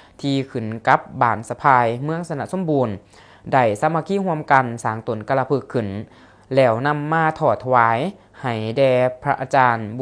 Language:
Lao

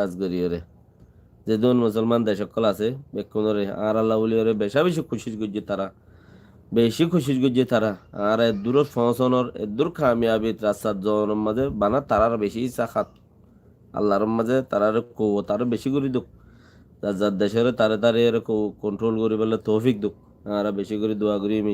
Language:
Rohingya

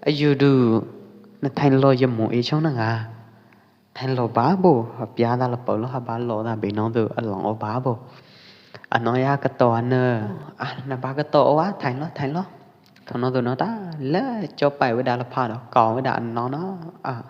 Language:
Pwo Eastern Karen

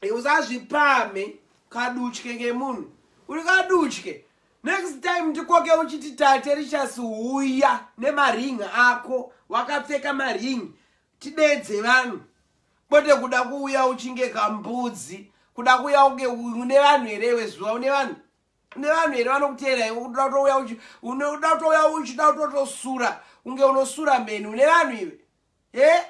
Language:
Shona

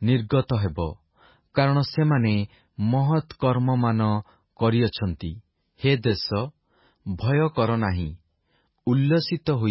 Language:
Odia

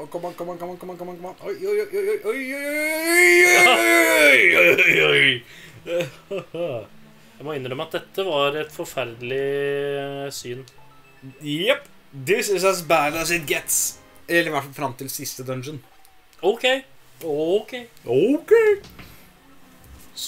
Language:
Norwegian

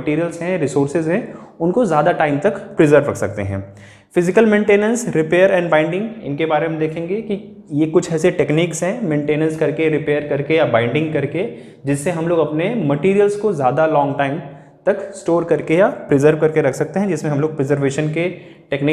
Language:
Hindi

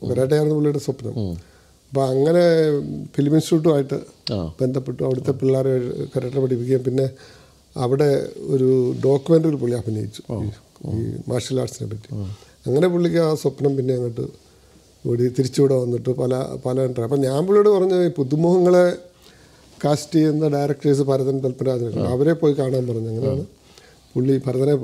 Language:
Malayalam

